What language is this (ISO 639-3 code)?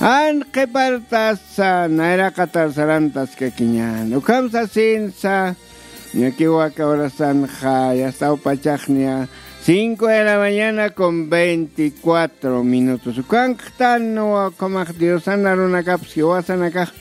aym